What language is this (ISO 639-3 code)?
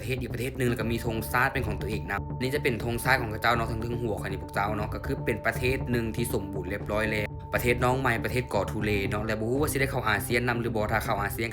lao